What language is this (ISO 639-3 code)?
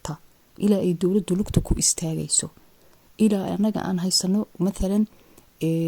som